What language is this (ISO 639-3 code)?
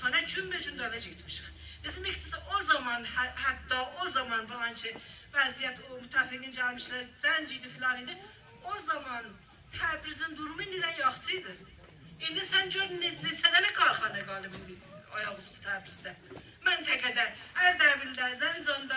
azb